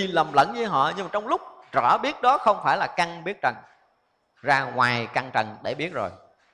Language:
Vietnamese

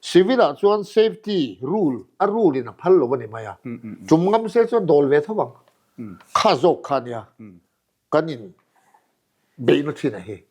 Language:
Mizo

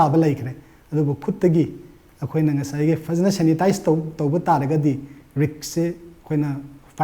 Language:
Manipuri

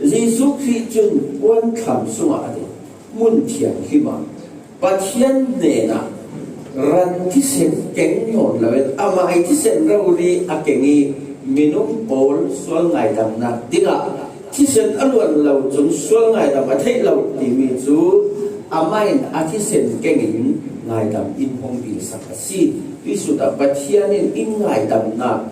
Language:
Falam Chin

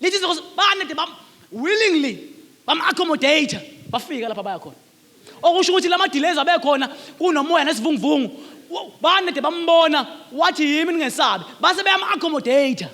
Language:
Zulu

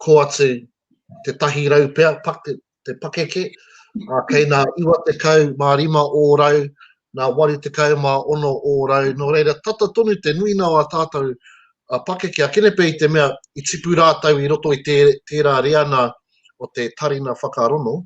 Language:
Māori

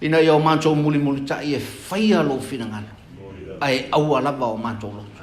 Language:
Samoan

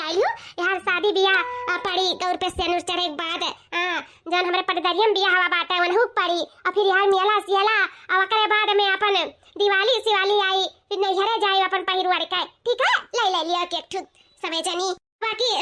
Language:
Awadhi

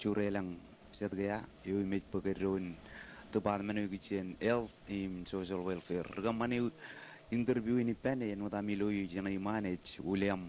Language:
Marshallese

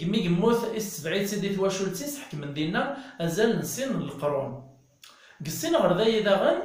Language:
Kabyle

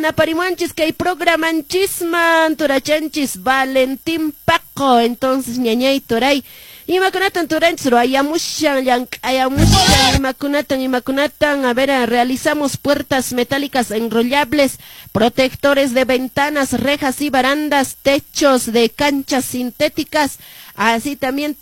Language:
Quechua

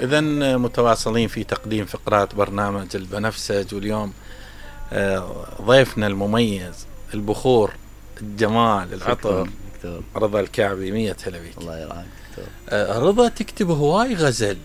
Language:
Mesopotamian Arabic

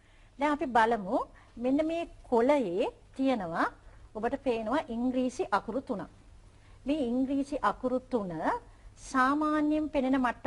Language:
Sinhala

